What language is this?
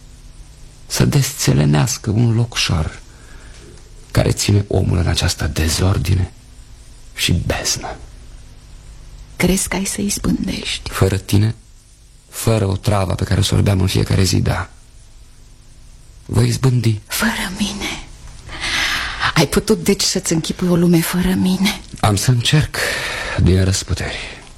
Romanian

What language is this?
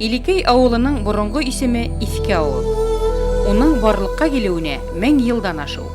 Bashkir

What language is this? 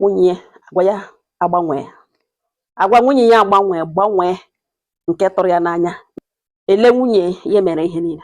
Igbo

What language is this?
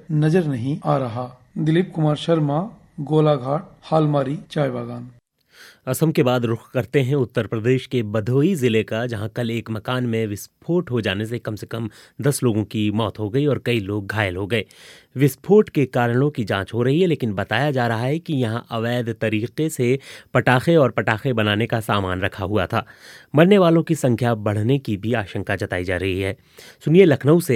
Hindi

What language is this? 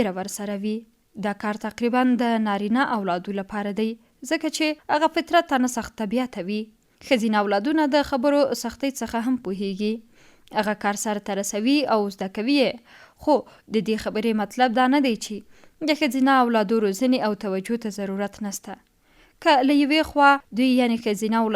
Pashto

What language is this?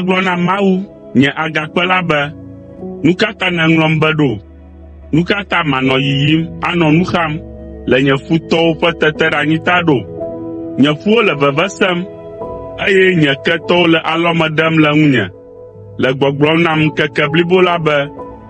Ewe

